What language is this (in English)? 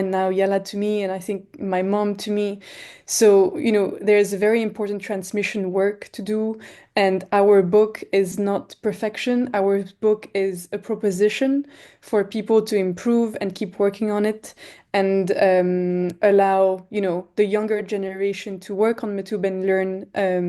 Kabyle